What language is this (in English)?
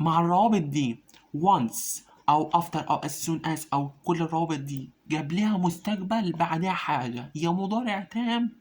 Egyptian Arabic